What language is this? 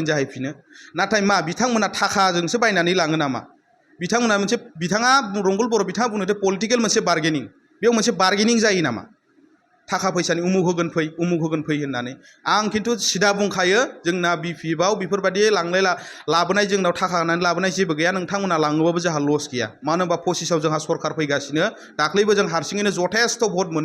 Bodo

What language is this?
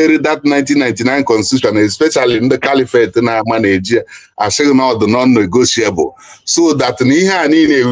Igbo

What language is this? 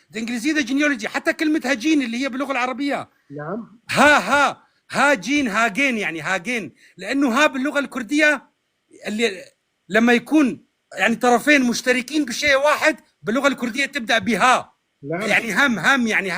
North Levantine Arabic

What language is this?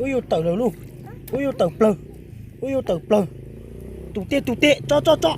Hmong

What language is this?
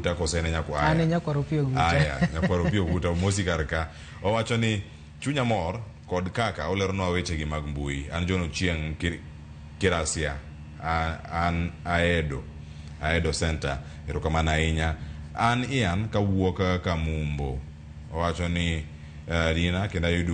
Luo (Kenya and Tanzania)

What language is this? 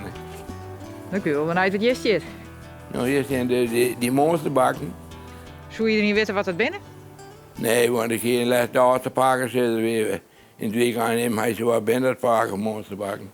Western Frisian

